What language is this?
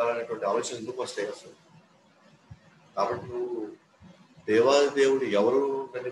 Telugu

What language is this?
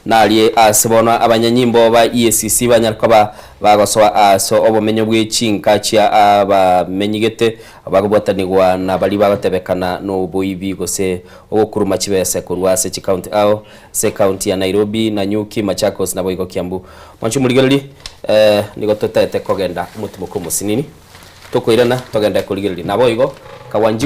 Gusii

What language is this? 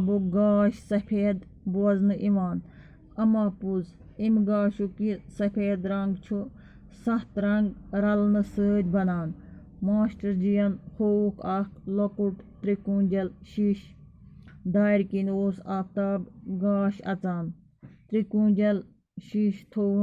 Kashmiri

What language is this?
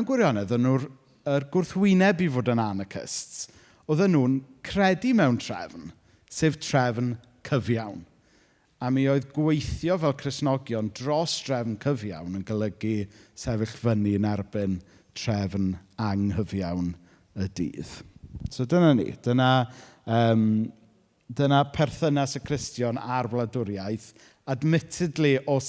Welsh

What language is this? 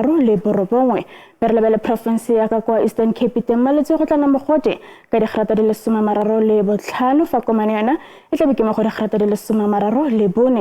Tswana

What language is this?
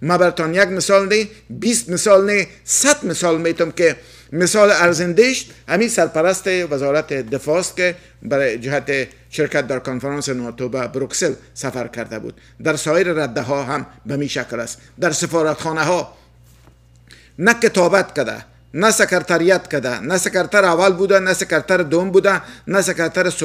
Persian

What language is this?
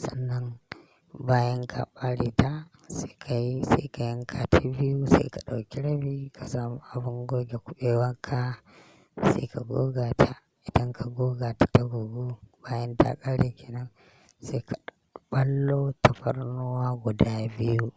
Hausa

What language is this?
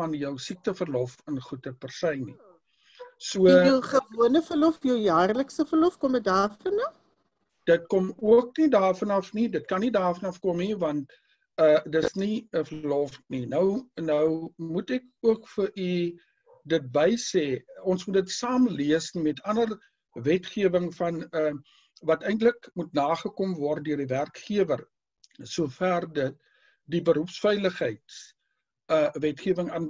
Afrikaans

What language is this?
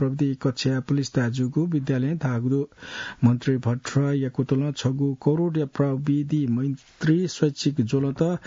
Newari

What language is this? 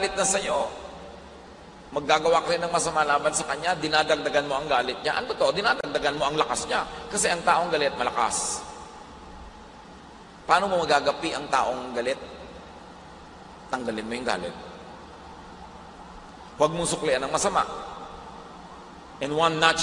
Filipino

